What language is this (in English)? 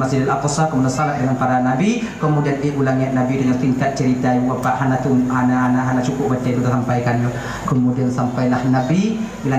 Achinese